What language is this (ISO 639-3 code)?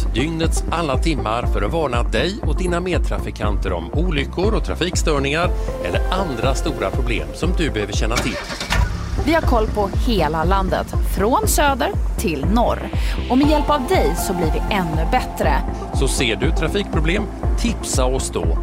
swe